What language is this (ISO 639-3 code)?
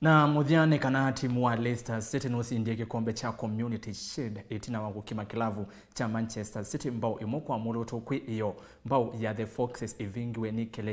kam